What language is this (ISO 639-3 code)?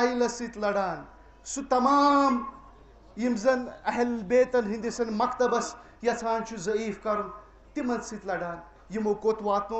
kas